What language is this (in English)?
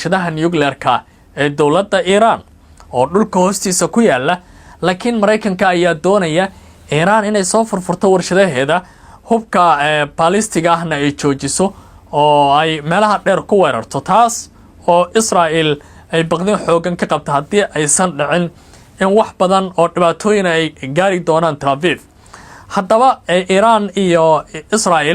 Somali